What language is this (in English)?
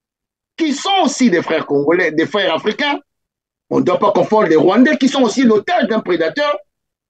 French